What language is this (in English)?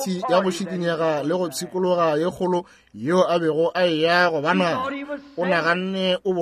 Northern Sotho